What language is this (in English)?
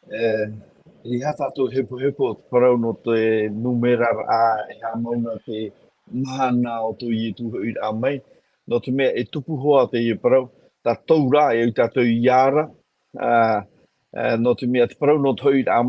Tahitian